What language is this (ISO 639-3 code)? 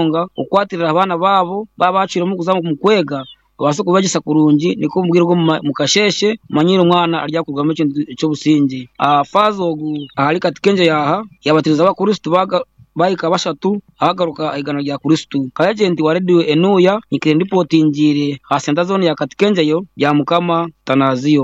nyn